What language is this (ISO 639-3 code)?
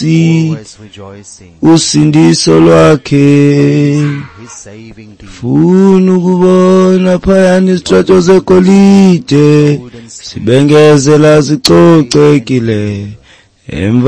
xho